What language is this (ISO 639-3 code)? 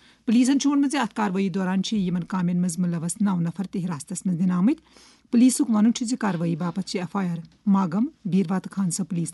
kas